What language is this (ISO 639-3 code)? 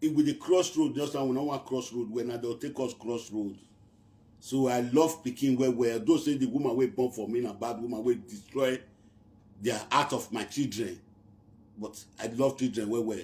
pcm